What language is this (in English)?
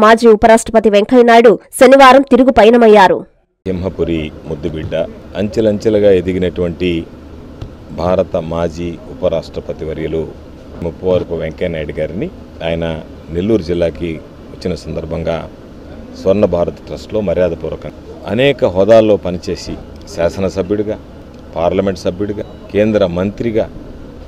Telugu